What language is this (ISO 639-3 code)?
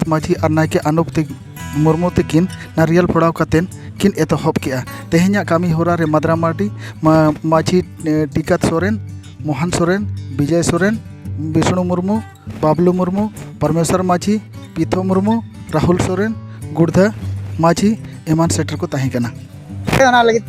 sat